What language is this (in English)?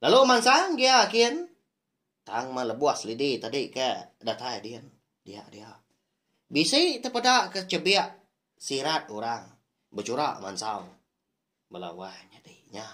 Iban